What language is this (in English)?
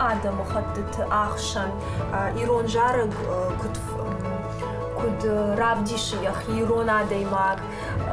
Ossetic